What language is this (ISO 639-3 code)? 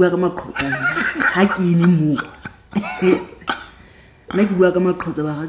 sot